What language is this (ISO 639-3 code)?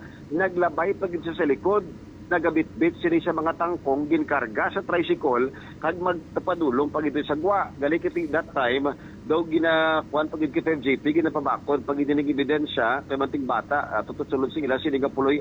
hil